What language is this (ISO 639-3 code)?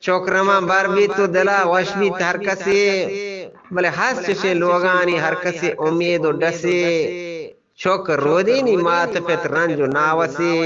bgp